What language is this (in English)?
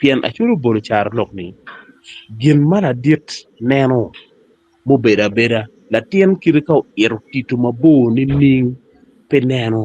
Acoli